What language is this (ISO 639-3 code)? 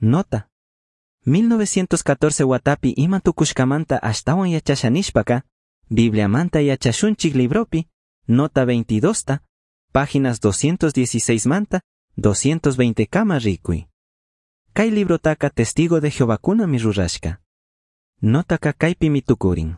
qug